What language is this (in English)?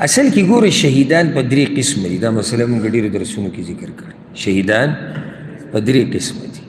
Pashto